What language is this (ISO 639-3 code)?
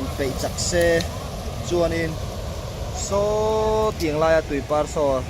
lus